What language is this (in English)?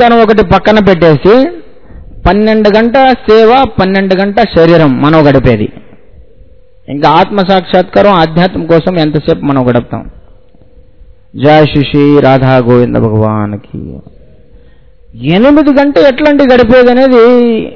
Telugu